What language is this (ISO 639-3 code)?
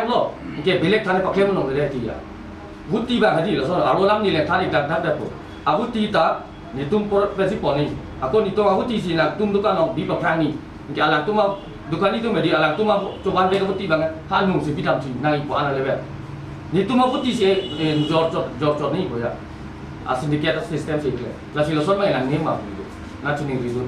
mjw